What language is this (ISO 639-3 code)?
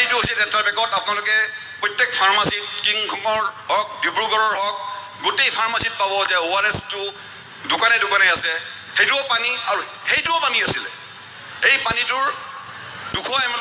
asm